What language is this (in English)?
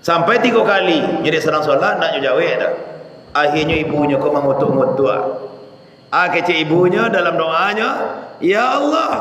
Minangkabau